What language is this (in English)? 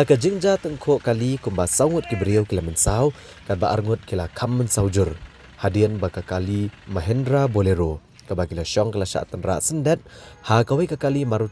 Khasi